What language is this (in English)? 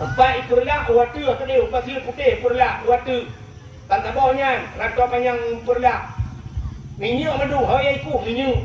Achinese